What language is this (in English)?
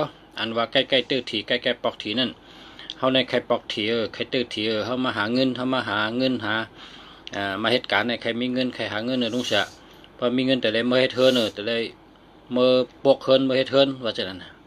Shan